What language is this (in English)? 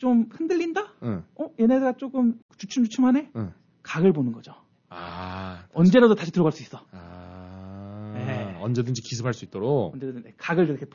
Korean